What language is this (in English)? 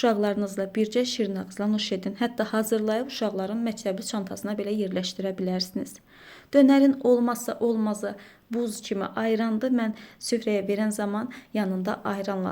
Azerbaijani